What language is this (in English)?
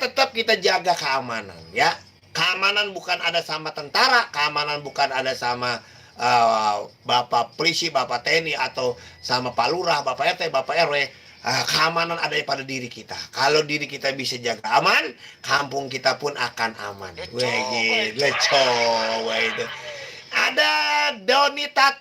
Betawi